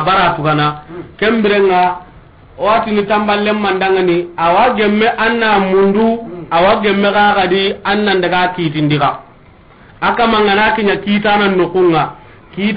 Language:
Soninke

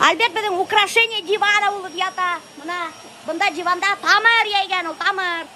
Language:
Bashkir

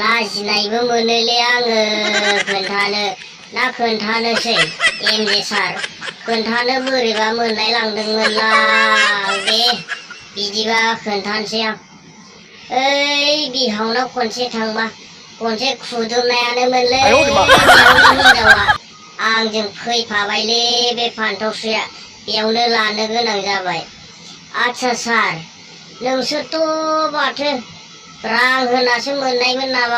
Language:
Bodo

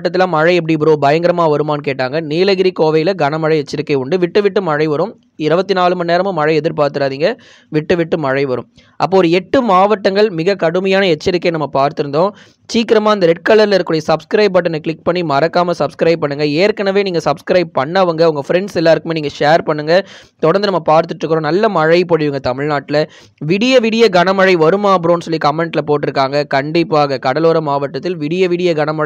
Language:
Tamil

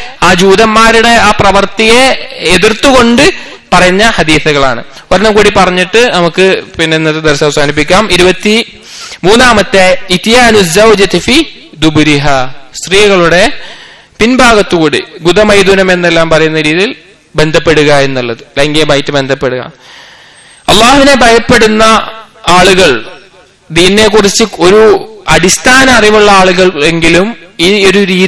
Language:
Malayalam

